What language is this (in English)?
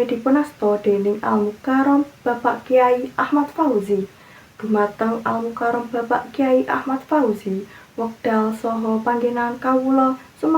Javanese